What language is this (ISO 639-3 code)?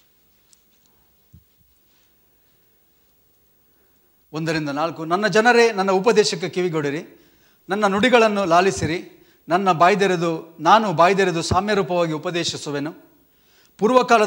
kan